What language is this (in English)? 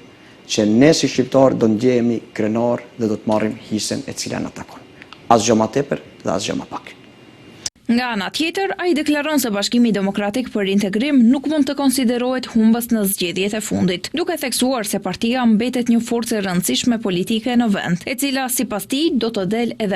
Albanian